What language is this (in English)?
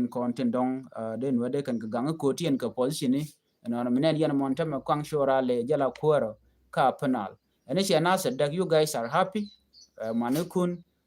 Nuer